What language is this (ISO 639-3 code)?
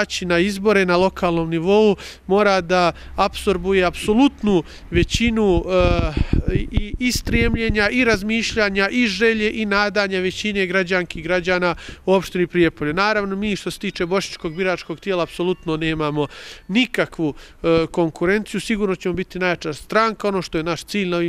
bos